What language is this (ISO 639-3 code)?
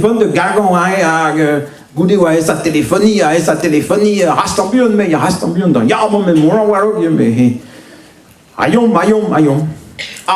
bre